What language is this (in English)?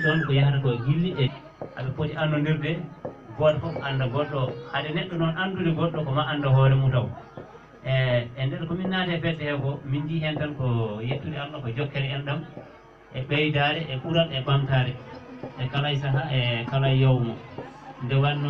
Fula